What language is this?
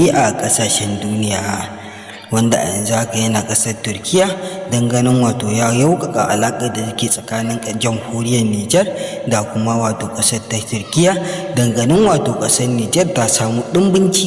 Hausa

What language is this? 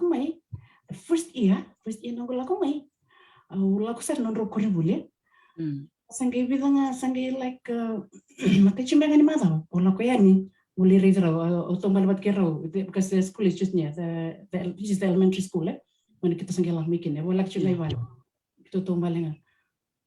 Fijian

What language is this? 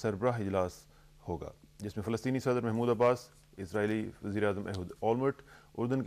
Urdu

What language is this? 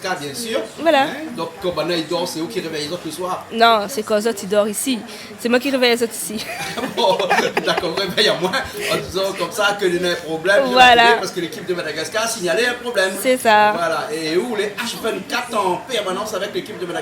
Réunion Creole French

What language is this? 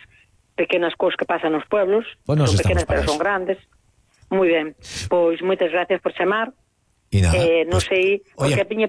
Galician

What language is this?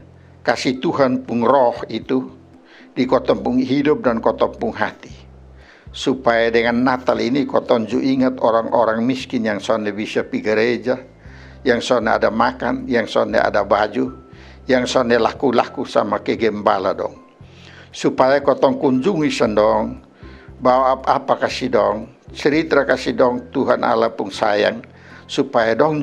Kupang Malay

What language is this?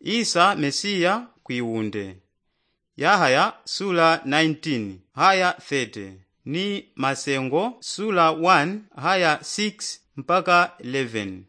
Yao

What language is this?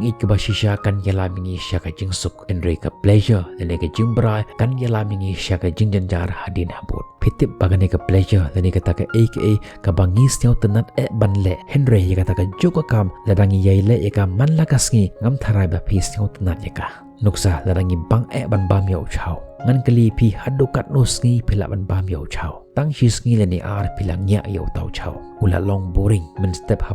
Khasi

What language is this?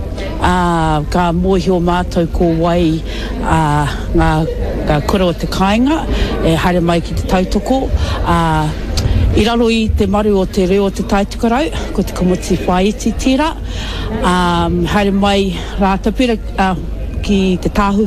Māori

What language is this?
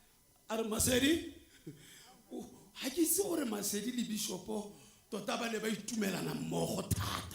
Tswana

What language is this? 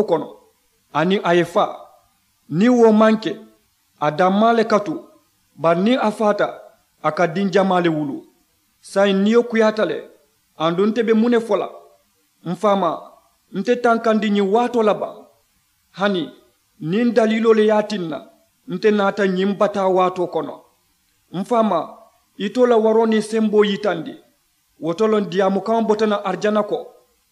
Mandingo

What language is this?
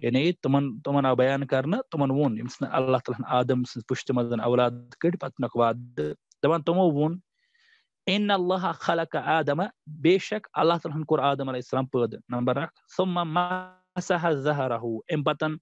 Kashmiri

